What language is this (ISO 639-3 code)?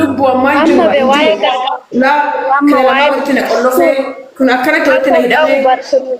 orm